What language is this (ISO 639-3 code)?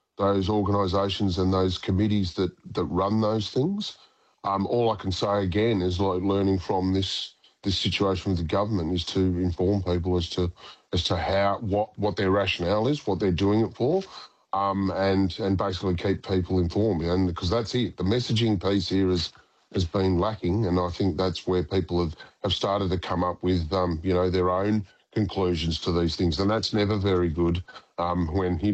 eng